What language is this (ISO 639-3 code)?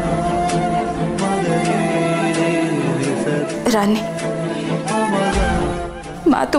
ori